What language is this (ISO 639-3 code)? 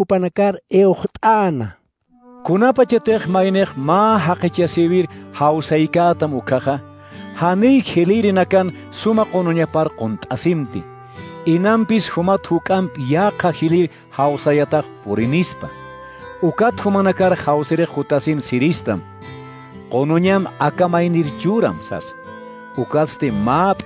aym